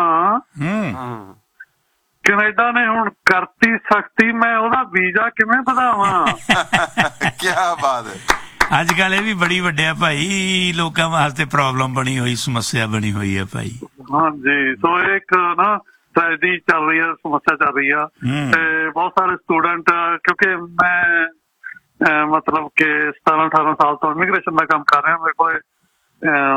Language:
Punjabi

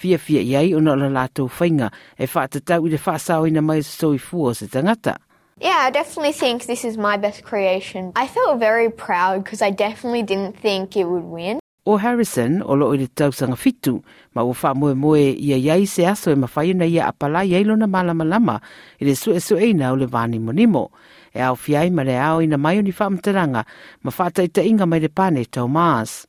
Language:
Samoan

